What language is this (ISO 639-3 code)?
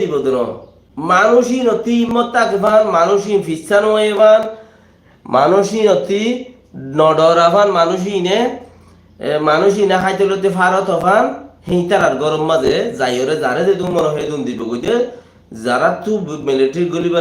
rhg